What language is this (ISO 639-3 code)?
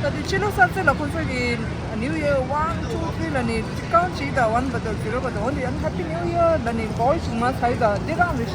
bod